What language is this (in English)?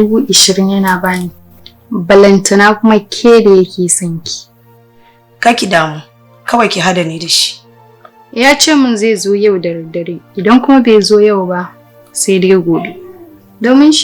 Hausa